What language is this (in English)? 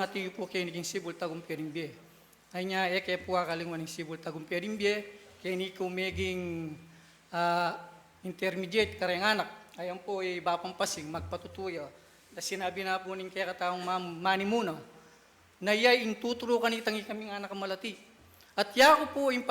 Pampanga